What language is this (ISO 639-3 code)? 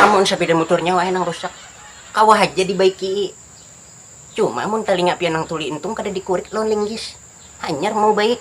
bjn